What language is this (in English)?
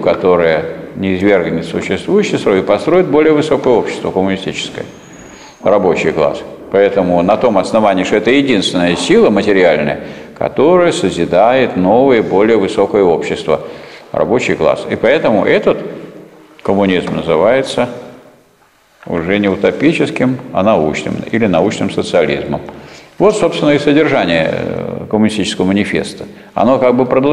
Russian